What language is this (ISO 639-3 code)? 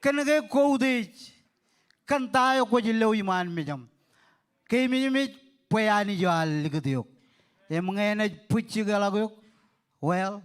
mah